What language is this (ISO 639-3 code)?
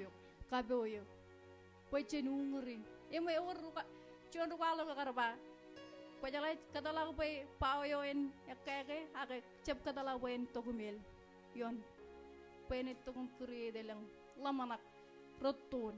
mah